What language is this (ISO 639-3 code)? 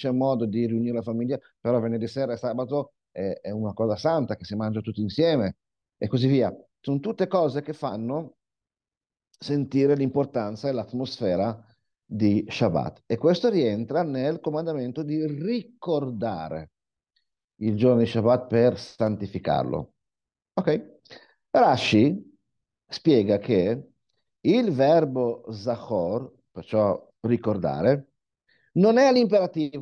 ita